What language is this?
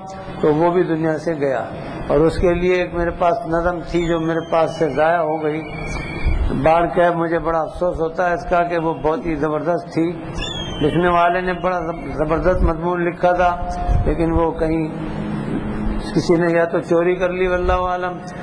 Urdu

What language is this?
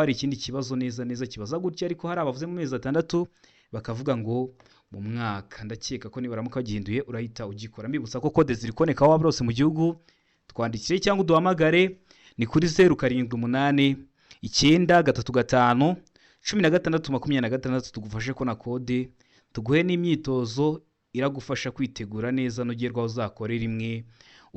Kinyarwanda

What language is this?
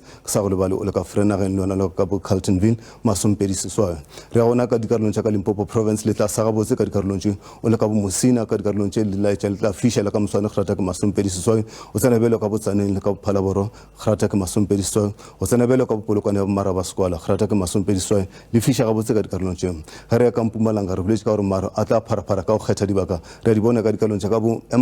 Northern Sotho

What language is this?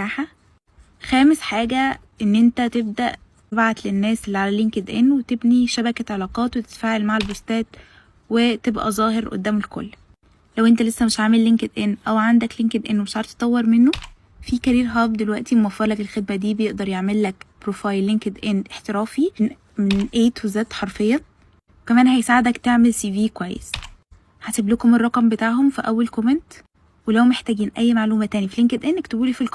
Egyptian Arabic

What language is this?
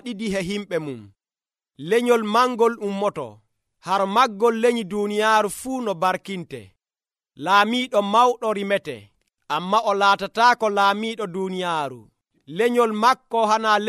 Nigerian Fulfulde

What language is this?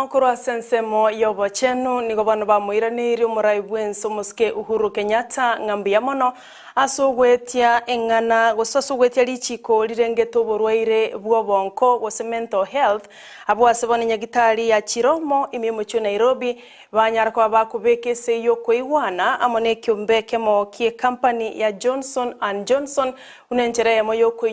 Gusii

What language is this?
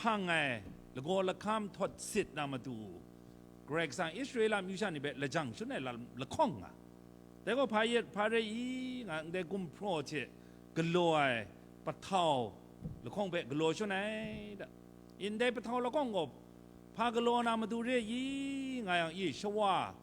Kachin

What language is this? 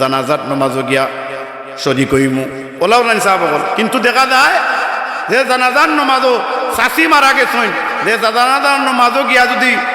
Sylheti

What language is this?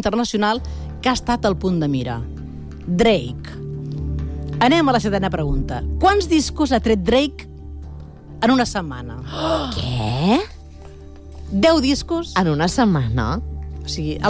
Catalan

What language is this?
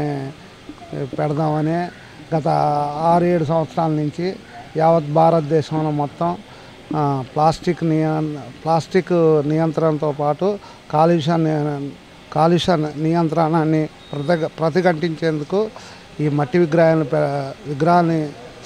Telugu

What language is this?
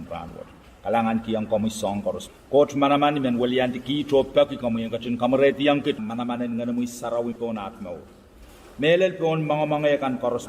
Pohnpeian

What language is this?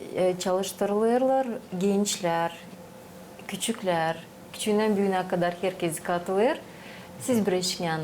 Gagauz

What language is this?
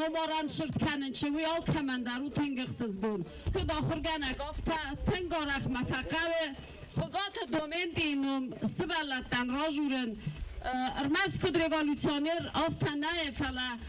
Ossetic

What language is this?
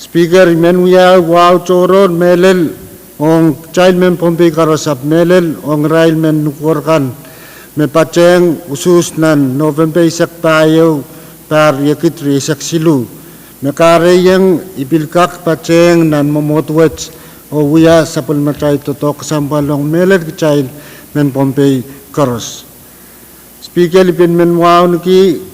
Pohnpeian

